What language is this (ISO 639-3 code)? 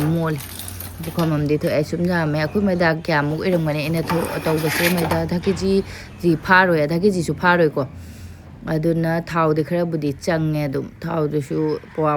mni